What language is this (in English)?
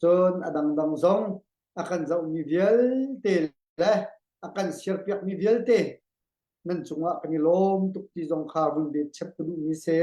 Hakha Chin